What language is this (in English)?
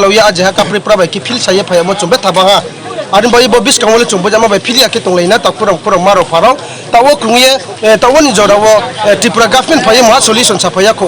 Riang (India)